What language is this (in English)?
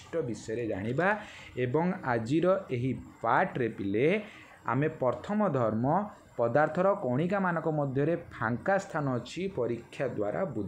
Odia